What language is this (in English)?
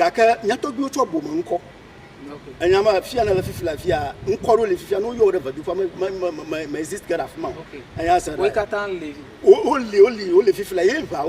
Ewe